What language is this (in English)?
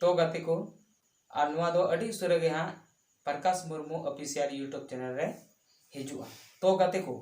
Santali